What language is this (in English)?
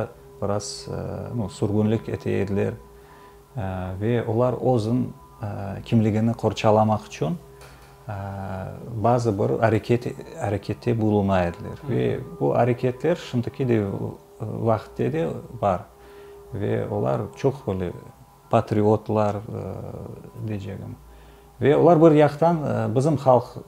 Crimean Tatar